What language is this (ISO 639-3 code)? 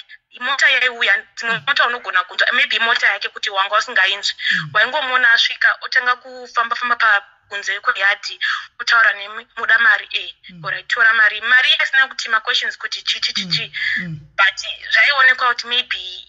sna